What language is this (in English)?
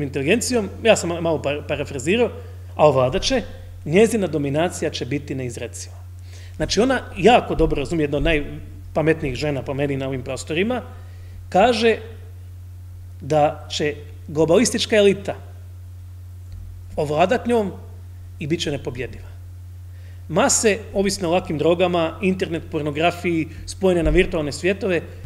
Croatian